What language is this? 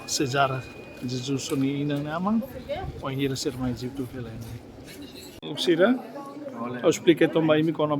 Tetum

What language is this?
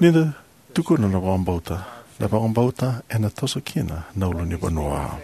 Fijian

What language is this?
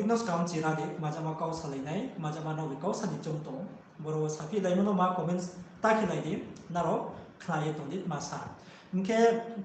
Riang (India)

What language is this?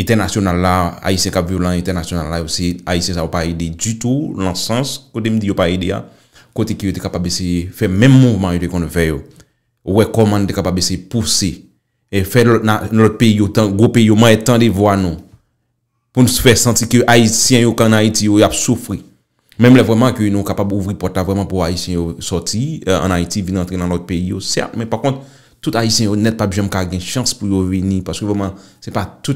Haitian Creole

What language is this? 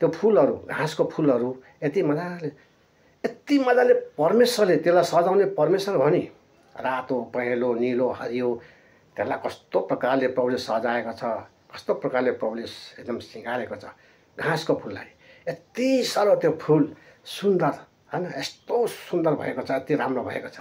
Nepali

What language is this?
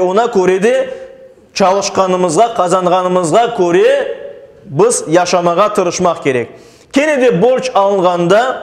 Crimean Tatar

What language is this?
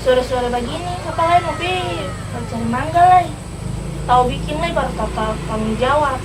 Ambonese Malay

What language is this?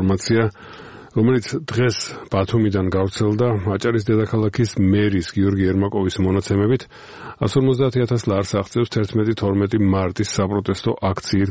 Georgian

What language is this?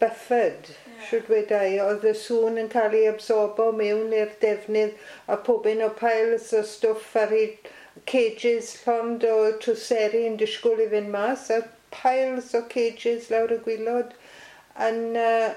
Welsh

